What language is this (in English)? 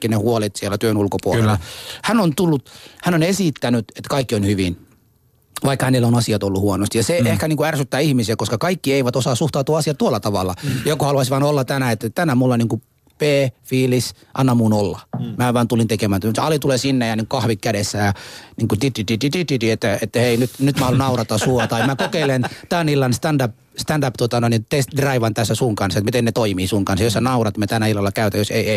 Finnish